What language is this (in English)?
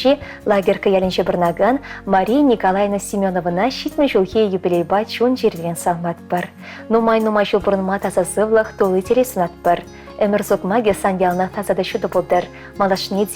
Chuvash